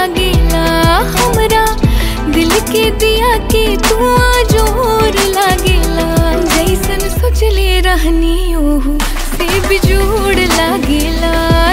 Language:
Bhojpuri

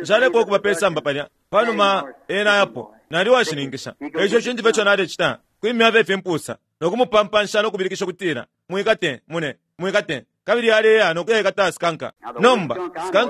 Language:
Bemba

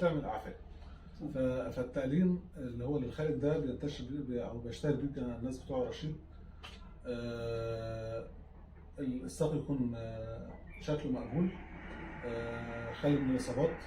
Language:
Egyptian Arabic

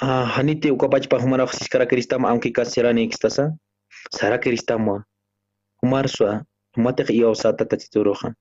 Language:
Aymara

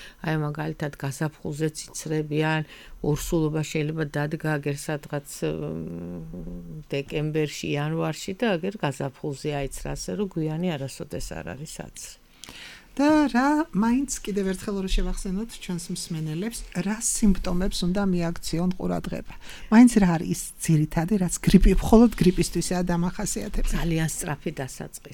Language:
Georgian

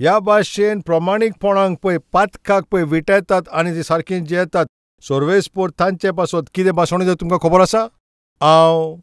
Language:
Konkani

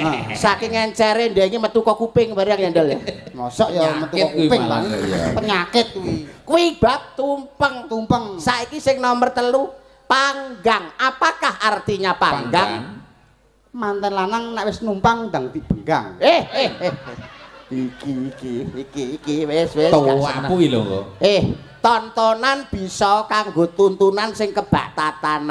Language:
Javanese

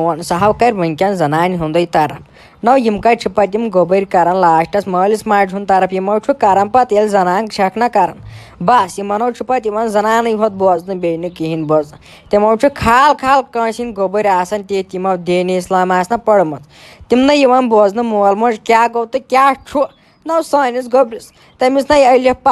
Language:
Kashmiri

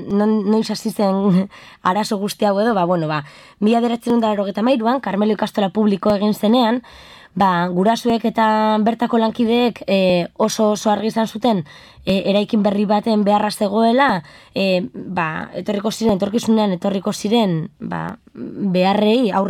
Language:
Basque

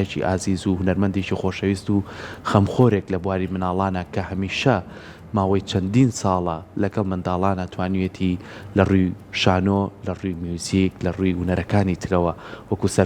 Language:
Central Kurdish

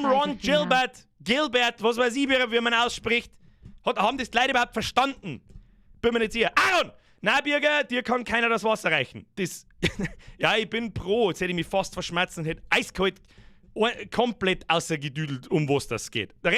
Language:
Bavarian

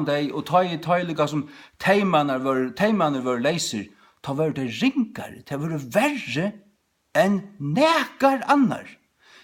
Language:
Faroese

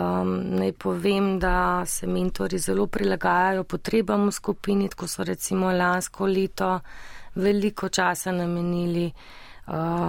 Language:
Slovenian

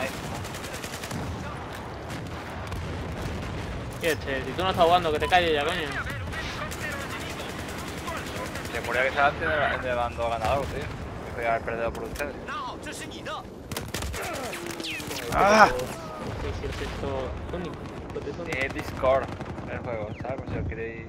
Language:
Spanish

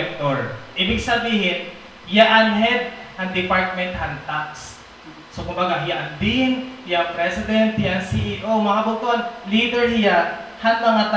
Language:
Waray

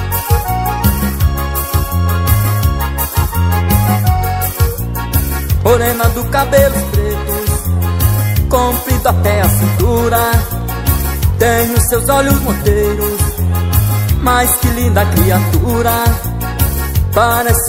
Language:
Portuguese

